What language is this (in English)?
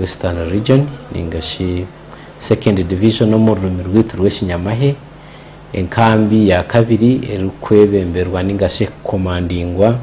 Nyankole